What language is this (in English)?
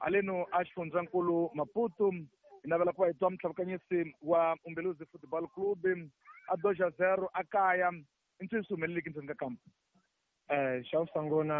Tsonga